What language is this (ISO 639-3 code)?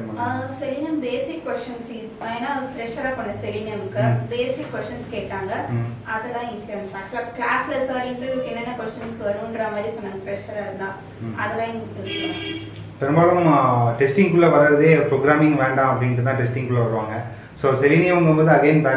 tam